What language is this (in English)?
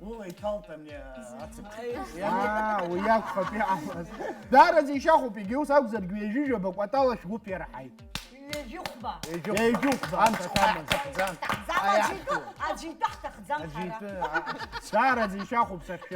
Abkhazian